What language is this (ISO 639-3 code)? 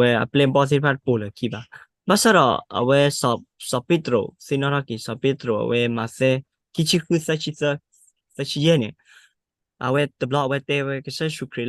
ksw